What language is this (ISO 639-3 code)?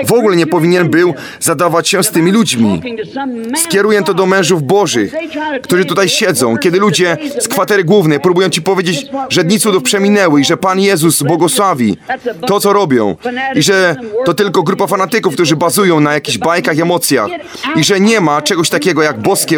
pol